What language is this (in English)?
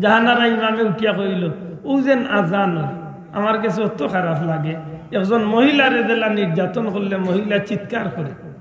Sylheti